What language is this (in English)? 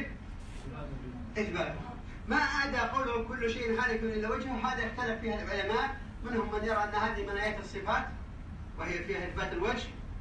Arabic